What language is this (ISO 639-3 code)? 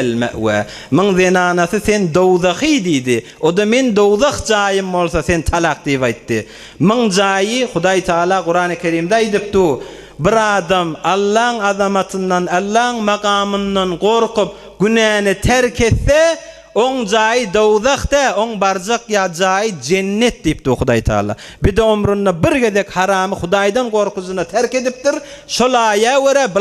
tuk